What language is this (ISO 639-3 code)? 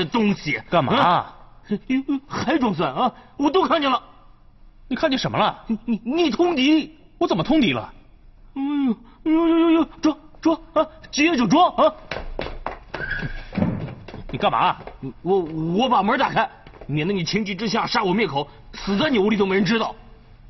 zho